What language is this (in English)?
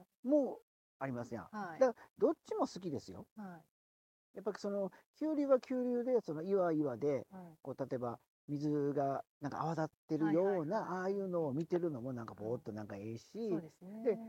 Japanese